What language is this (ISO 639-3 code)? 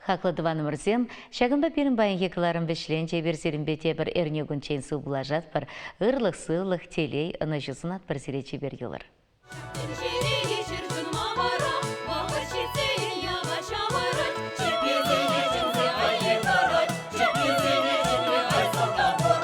chv